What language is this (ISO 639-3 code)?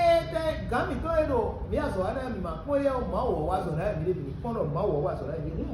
fon